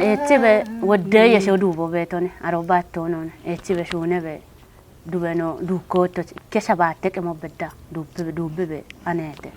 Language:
Kafa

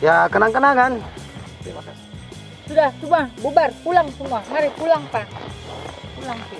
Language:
Makassar Malay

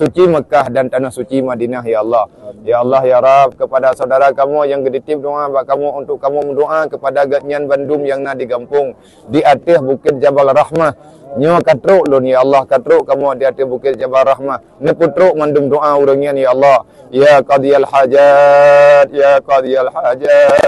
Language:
Achinese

